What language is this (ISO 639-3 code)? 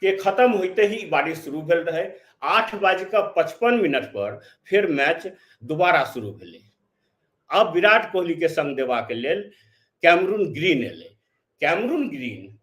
mai